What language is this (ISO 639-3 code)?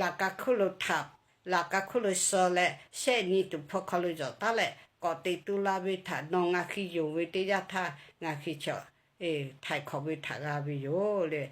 lhu